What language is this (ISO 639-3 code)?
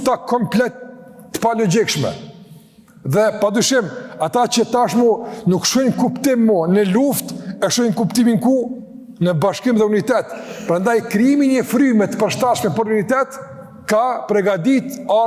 sqi